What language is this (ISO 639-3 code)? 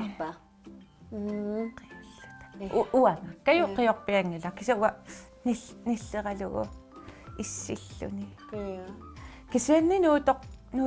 kal